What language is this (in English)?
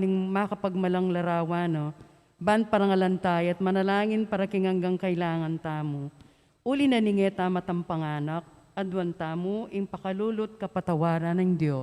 Pampanga